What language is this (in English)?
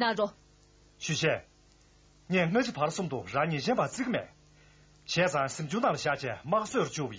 Tibetan